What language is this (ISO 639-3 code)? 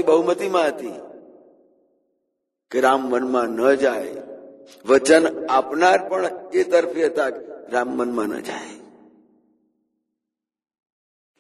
guj